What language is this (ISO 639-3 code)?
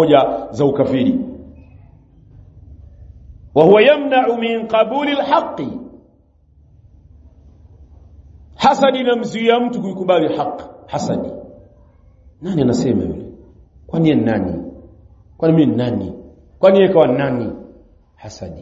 swa